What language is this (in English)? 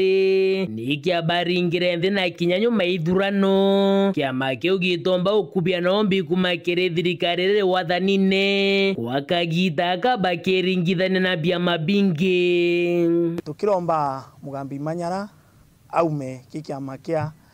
Meru